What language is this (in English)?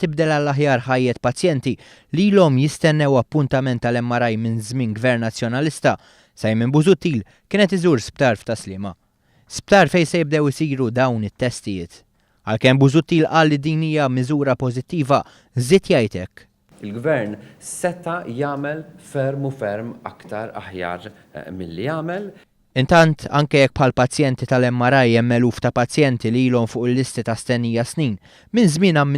Maltese